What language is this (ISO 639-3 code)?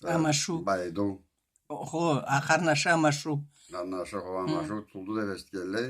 krc